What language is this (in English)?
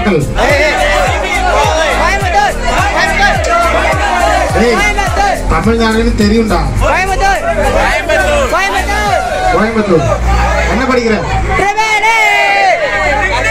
Tamil